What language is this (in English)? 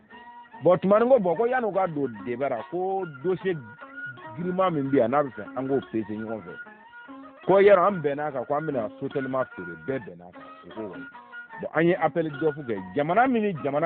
Bambara